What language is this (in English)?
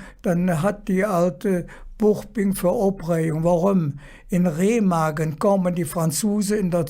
Colognian